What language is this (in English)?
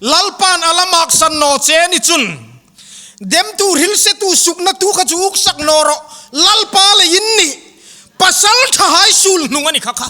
Hmar